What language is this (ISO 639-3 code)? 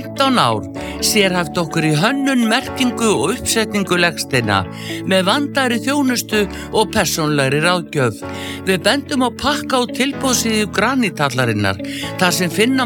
isl